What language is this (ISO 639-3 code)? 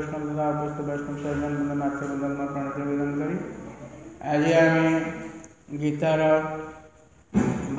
ori